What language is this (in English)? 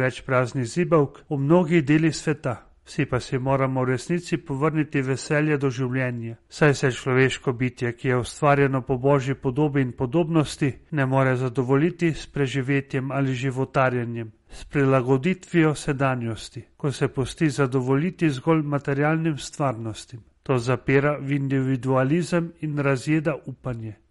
Slovenian